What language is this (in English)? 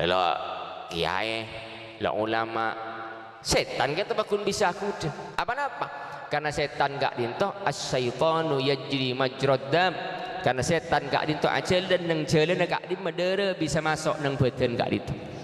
Madurese